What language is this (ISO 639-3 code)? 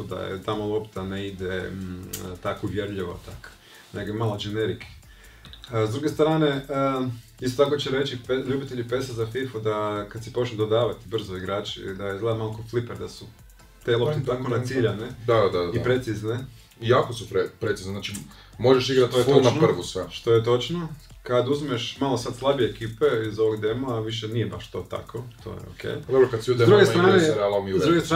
hrv